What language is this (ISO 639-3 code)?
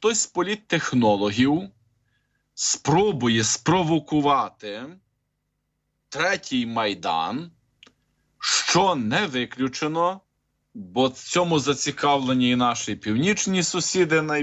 ukr